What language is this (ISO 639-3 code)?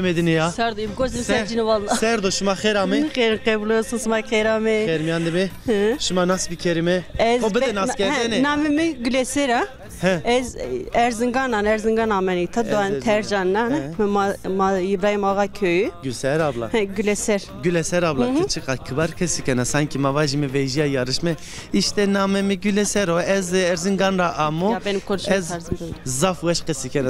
zza